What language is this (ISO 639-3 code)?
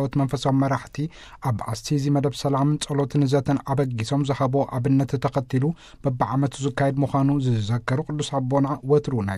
tir